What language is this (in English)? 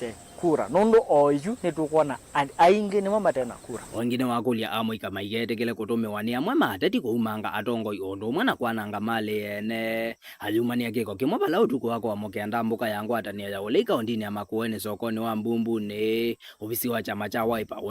Kamba